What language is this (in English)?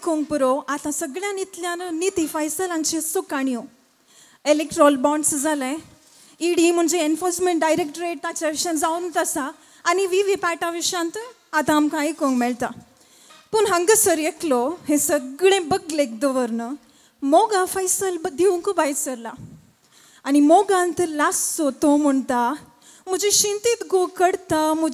Konkani